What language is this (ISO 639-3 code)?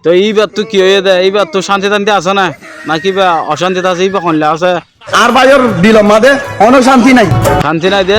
rhg